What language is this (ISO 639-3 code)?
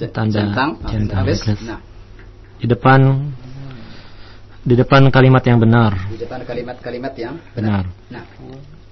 ind